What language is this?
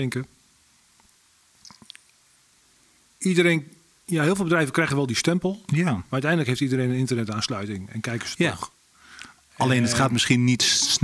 Dutch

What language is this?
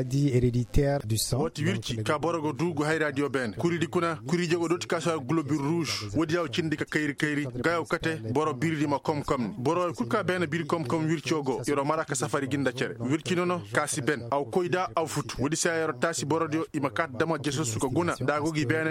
Koyraboro Senni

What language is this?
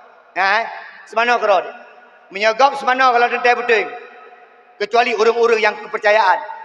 Achinese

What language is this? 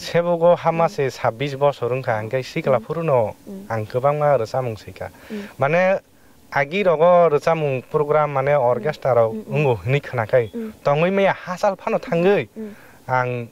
Kok Borok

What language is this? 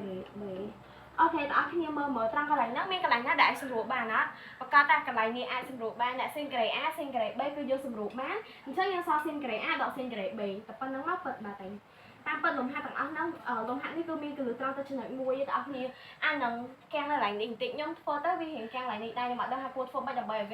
Khmer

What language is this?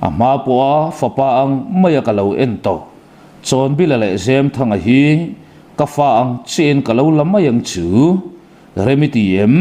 Mizo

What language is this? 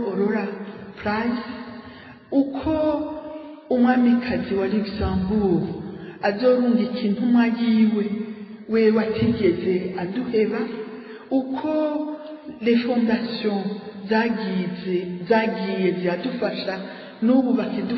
Rundi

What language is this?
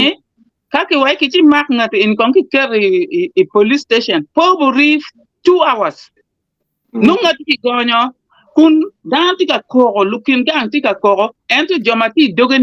Acoli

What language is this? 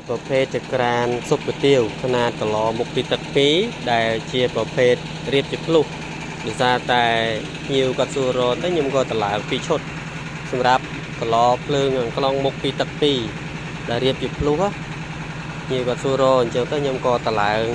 Khmer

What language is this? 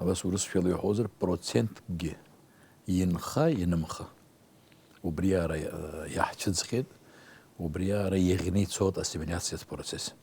Abkhazian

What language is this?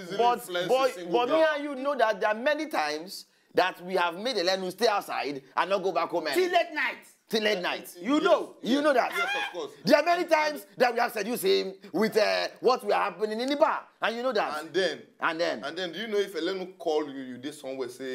Nigerian Pidgin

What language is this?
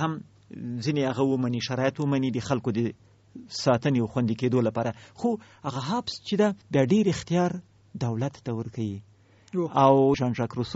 Pashto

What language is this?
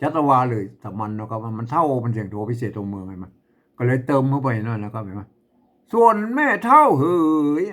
Northern Thai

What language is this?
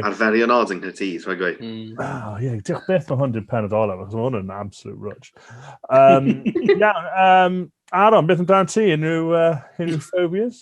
Welsh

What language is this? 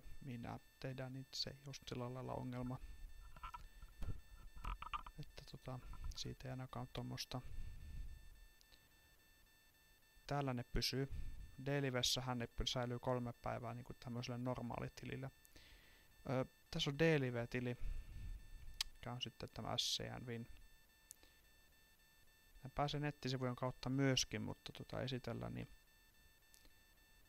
Finnish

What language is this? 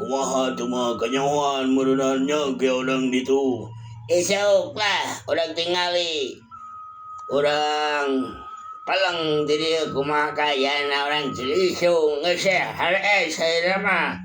Sundanese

